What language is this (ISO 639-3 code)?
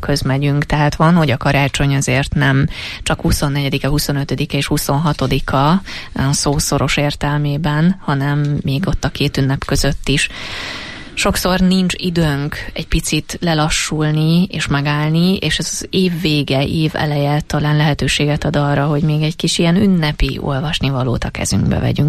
hun